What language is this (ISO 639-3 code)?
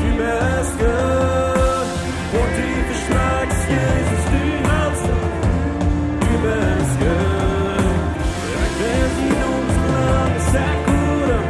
pdt